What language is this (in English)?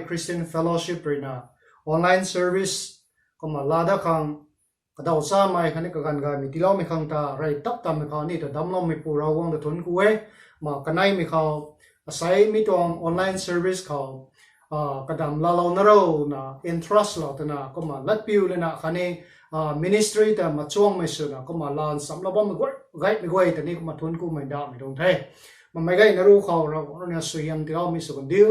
Rongmei Naga